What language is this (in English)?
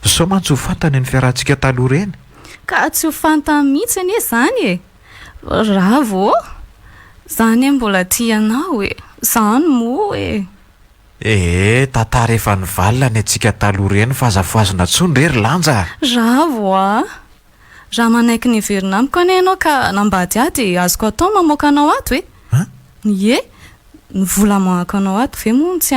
Malagasy